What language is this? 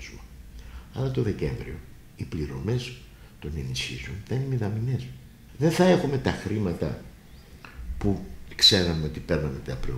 Greek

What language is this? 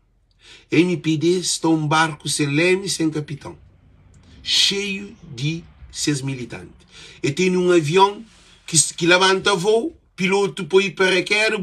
Kabuverdianu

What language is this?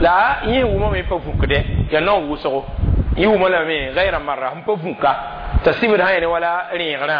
Mossi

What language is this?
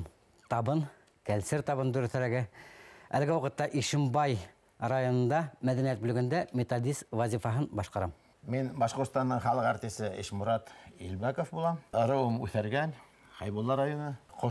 Bashkir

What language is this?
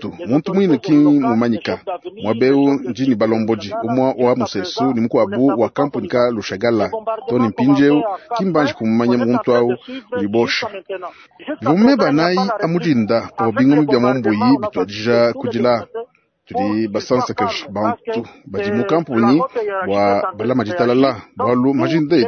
Luba-Lulua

